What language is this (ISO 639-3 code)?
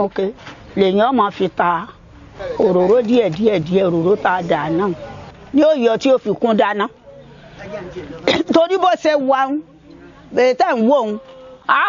yor